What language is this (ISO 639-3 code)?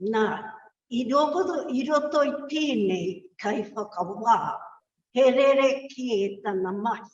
mri